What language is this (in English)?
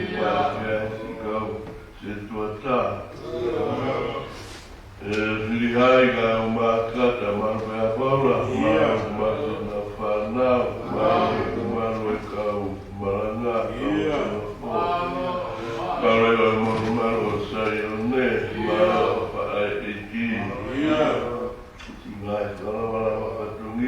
Tongan